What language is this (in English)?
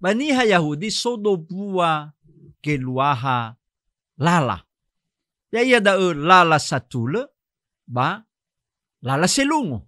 Nias